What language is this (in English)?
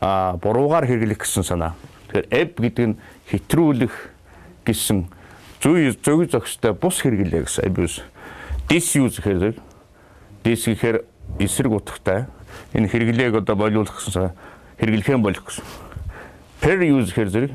Mongolian